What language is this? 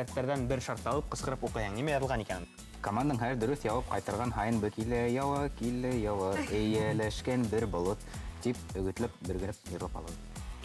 Bashkir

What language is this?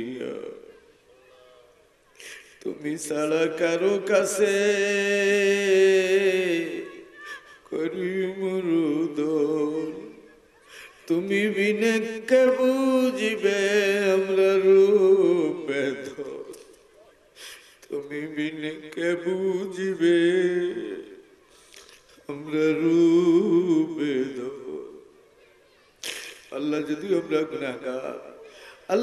Sylheti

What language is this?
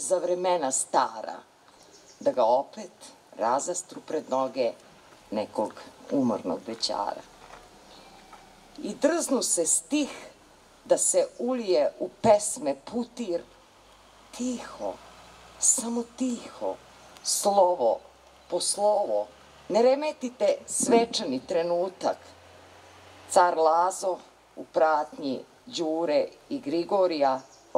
Serbian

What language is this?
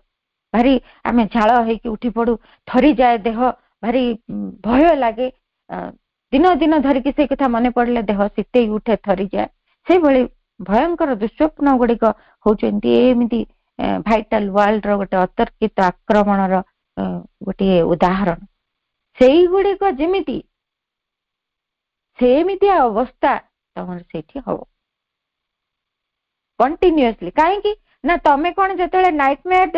Odia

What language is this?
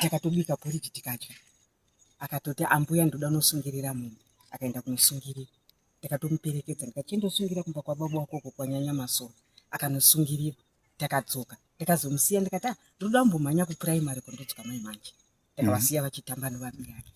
Shona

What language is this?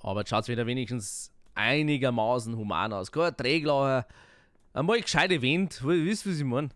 Bavarian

